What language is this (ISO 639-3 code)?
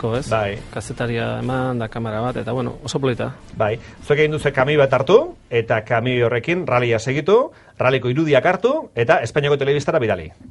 eus